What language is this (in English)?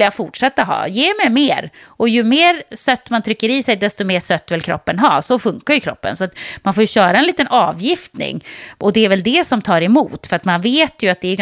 Swedish